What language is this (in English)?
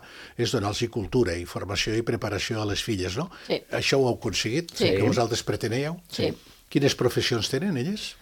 Catalan